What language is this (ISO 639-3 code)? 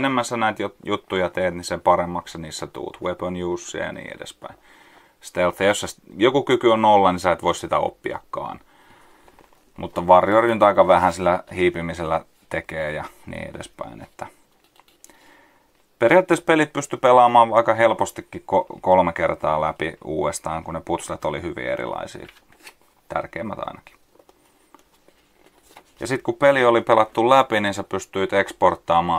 fin